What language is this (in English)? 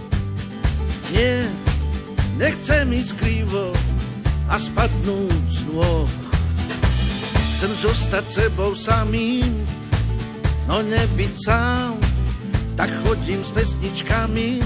Slovak